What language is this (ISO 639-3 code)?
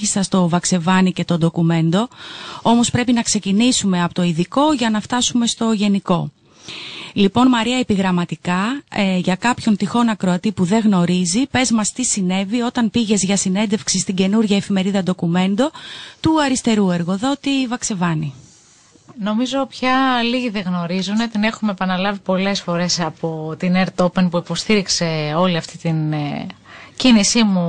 ell